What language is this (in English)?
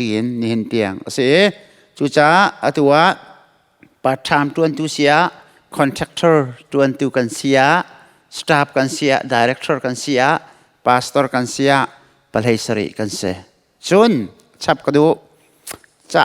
Hakha Chin